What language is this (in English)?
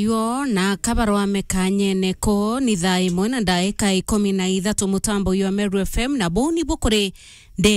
Meru